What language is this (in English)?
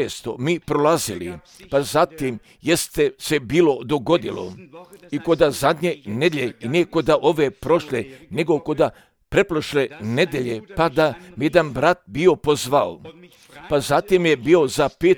Croatian